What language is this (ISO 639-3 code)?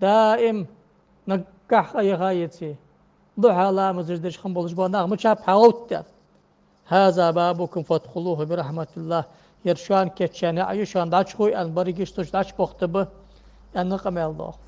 inh